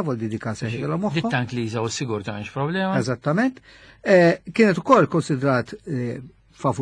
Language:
Maltese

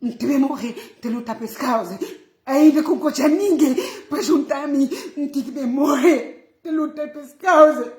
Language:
Kabuverdianu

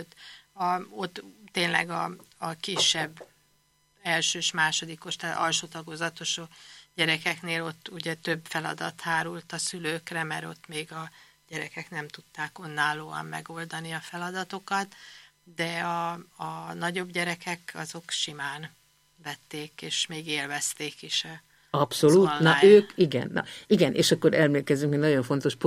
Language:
Hungarian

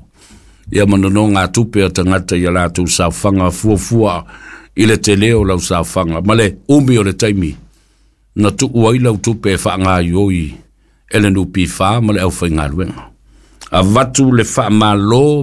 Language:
Samoan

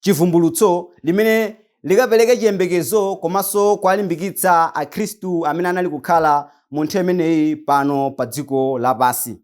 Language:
Nyanja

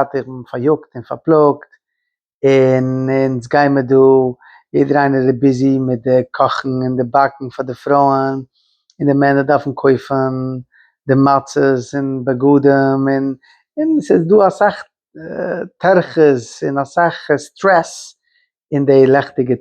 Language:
Yiddish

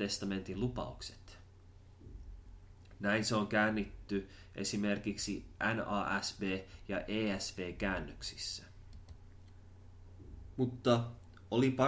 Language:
Finnish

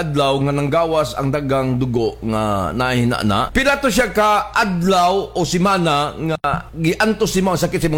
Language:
Cebuano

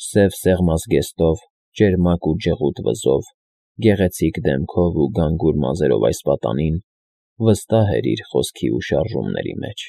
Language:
Armenian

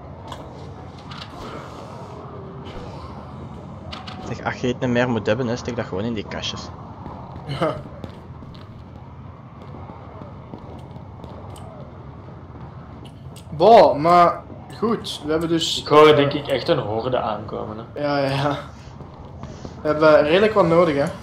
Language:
Dutch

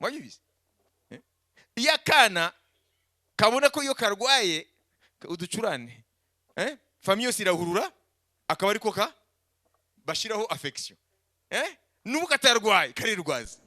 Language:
Kinyarwanda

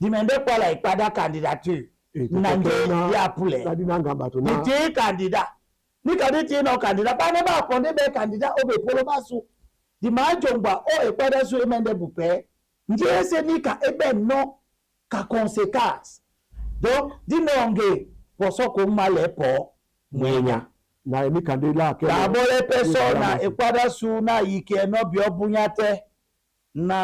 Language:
Duala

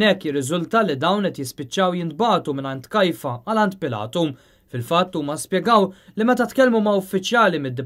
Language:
Maltese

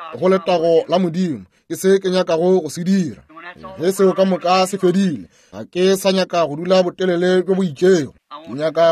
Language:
Northern Sotho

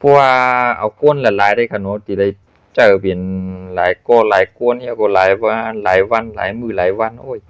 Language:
Shan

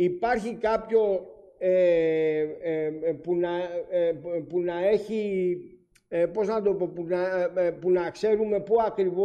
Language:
Greek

